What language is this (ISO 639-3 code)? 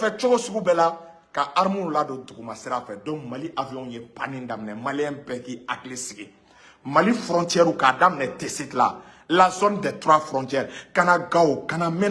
bam